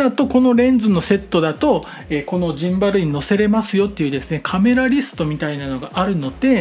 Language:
Japanese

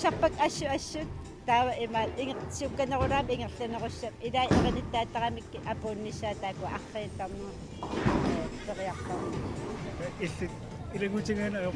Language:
Kalaallisut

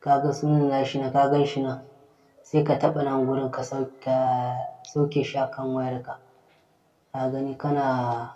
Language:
Hausa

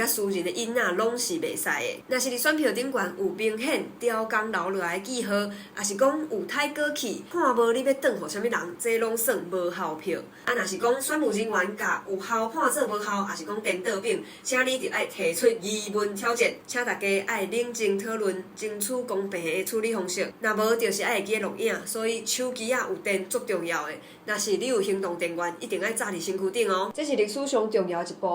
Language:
Min Nan Chinese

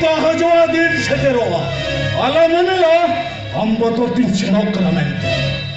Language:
Santali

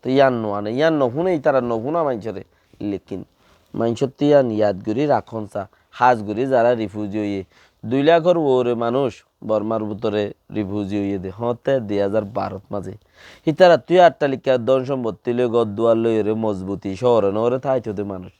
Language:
Rohingya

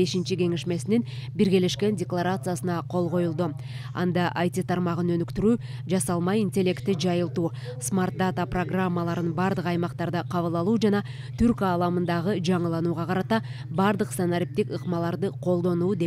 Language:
Kyrgyz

